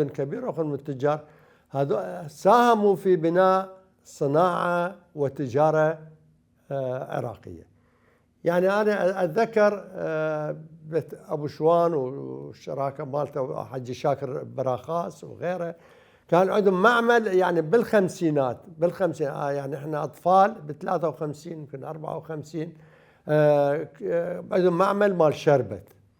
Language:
Mesopotamian Arabic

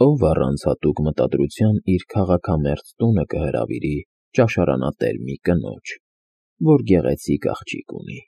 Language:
Armenian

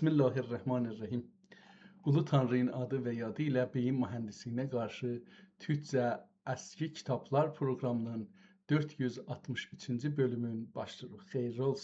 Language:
South Azerbaijani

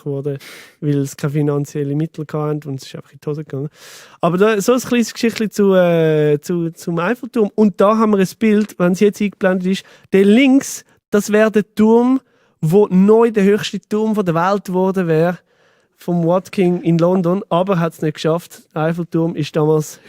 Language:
Swiss German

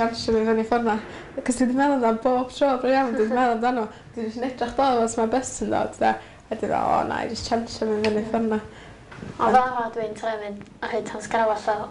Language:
Welsh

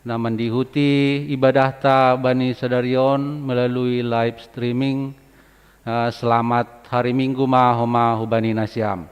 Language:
Batak Simalungun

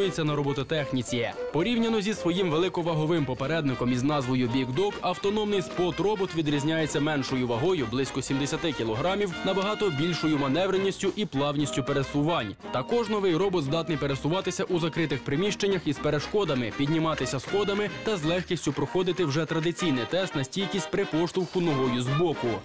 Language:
Ukrainian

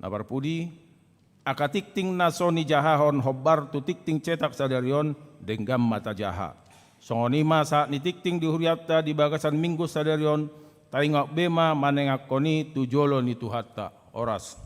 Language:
Batak Toba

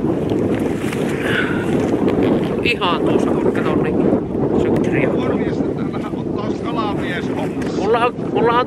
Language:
Finnish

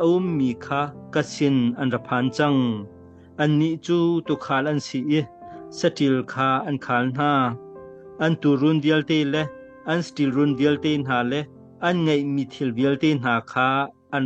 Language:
Hakha Chin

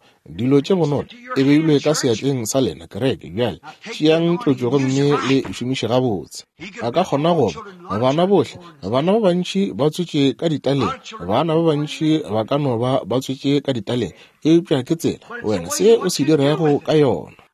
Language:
Northern Sotho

